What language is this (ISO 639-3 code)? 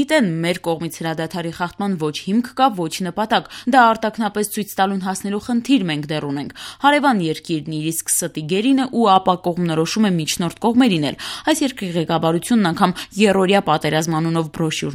hye